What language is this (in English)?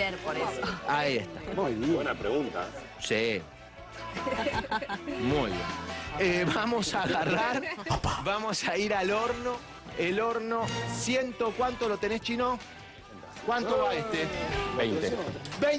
Spanish